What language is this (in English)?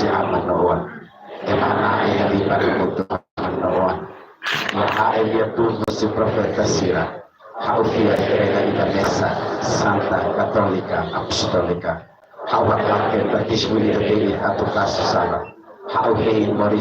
Tetum